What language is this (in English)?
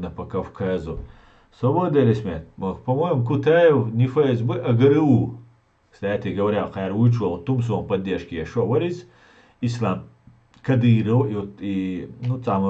Chechen